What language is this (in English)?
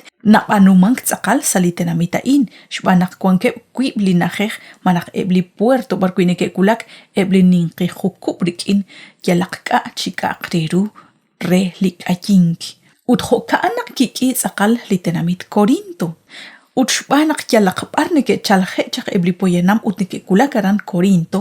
Kekchí